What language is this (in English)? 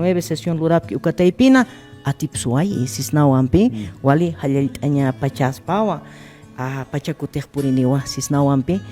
Aymara